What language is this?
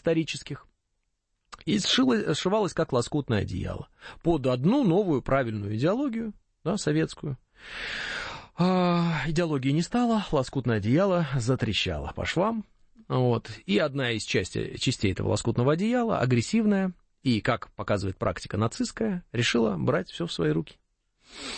Russian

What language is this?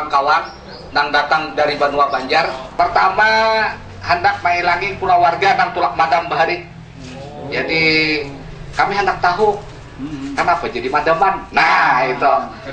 Banjar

